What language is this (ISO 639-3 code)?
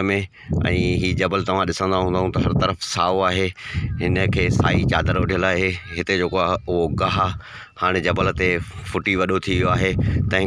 snd